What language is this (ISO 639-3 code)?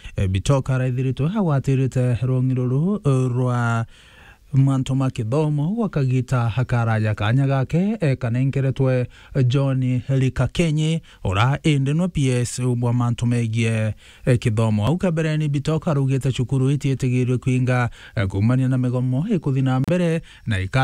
mer